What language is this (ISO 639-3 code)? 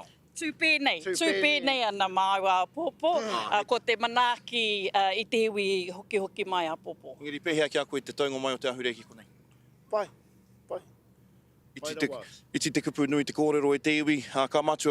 mri